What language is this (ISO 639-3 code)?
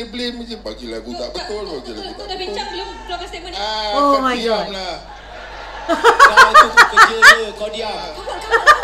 msa